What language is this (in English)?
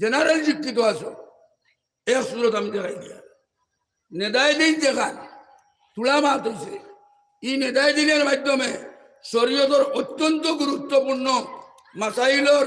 Sylheti